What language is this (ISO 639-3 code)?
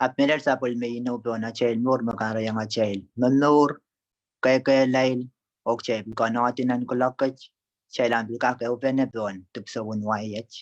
pon